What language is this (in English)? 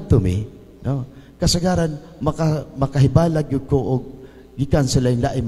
Cebuano